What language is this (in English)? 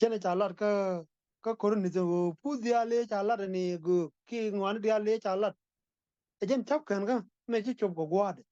Nuer